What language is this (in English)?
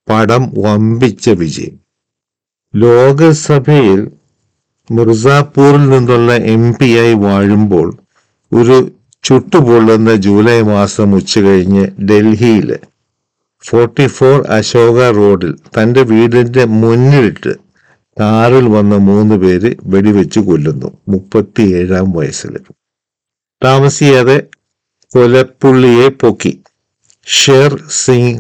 Malayalam